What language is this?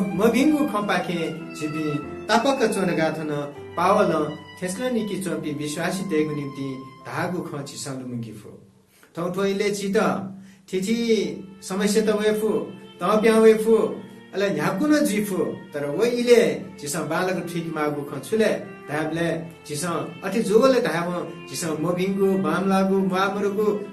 Newari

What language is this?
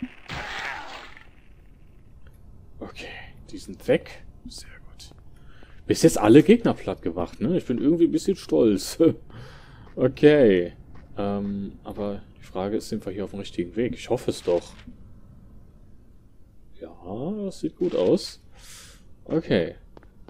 German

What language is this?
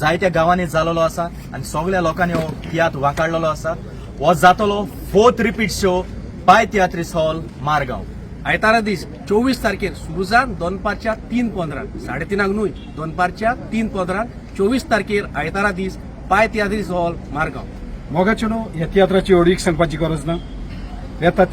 Konkani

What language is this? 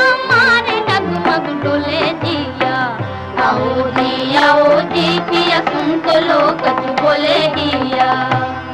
Hindi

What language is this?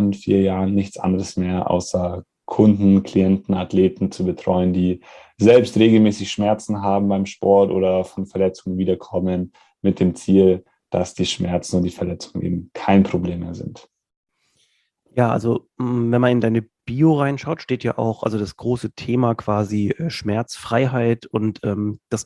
German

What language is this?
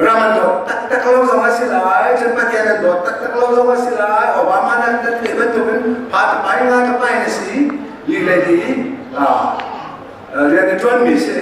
Hakha Chin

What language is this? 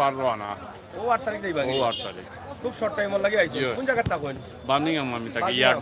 Sylheti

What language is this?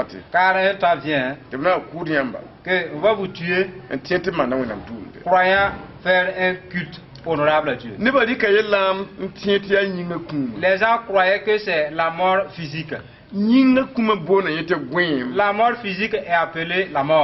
Mossi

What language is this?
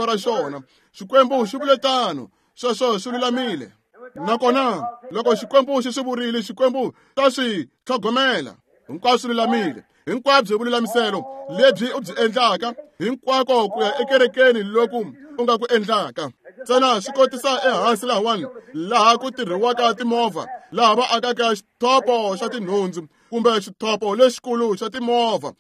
Tsonga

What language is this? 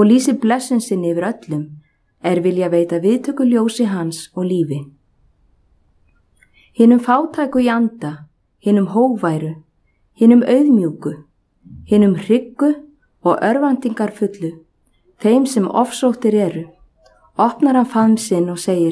Icelandic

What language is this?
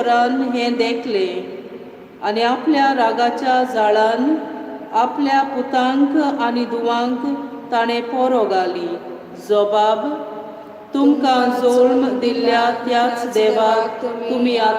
Konkani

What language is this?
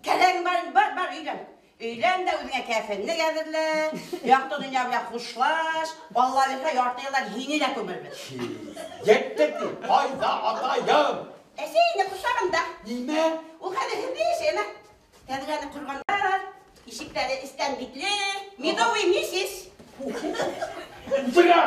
Bashkir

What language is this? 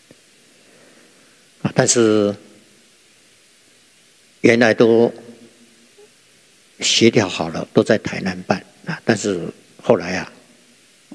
Chinese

